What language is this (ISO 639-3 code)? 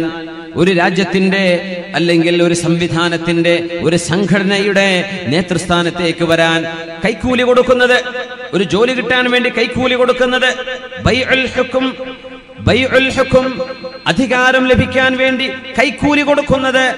mal